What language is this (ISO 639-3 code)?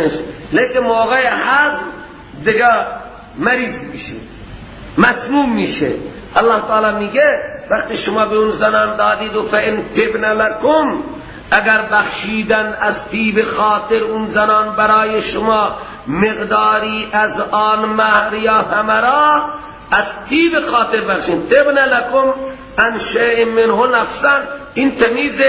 fas